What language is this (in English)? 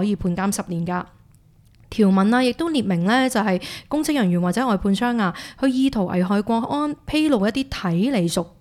Cantonese